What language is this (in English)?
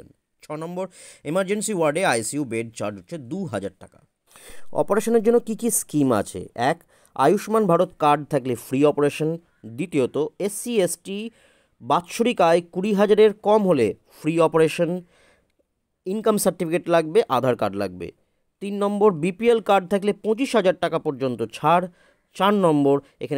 Bangla